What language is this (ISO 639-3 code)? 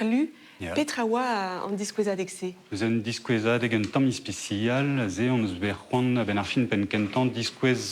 bre